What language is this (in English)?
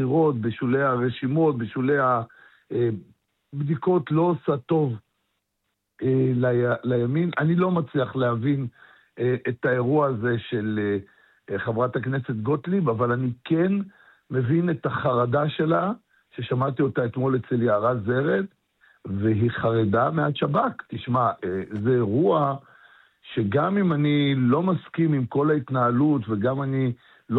Hebrew